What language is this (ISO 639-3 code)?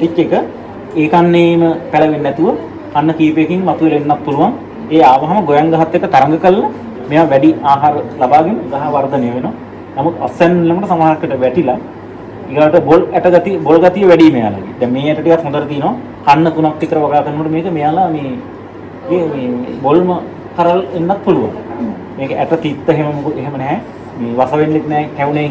sin